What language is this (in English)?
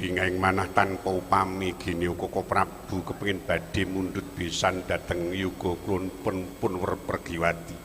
Javanese